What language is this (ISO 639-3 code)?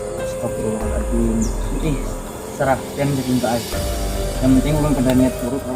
bjn